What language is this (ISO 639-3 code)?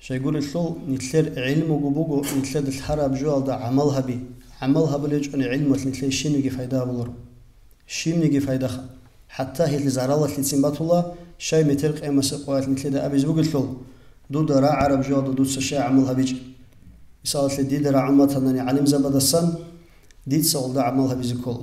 ava